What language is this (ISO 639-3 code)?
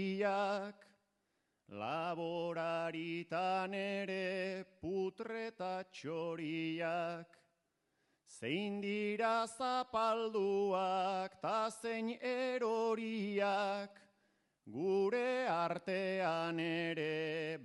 eus